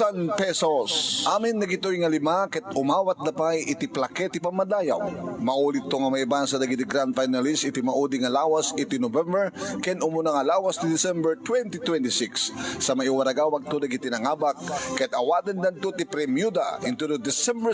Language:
Iloko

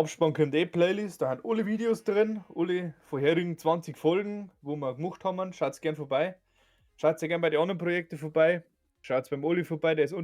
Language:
Bavarian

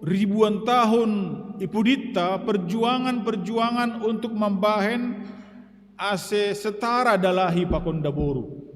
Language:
Batak Simalungun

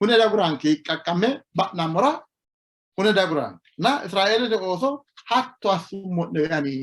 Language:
Sidamo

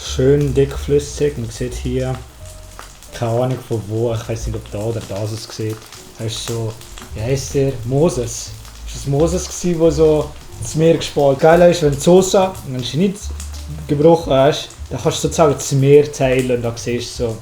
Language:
Swiss German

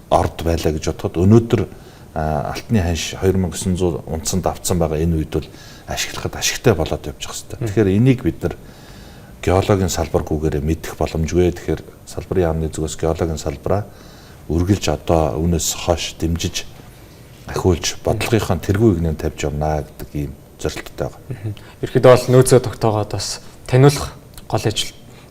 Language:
Mongolian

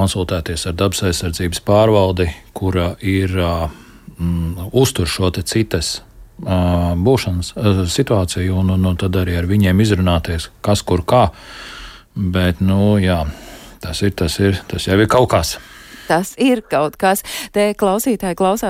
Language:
Latvian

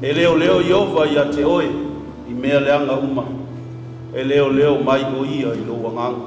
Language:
Samoan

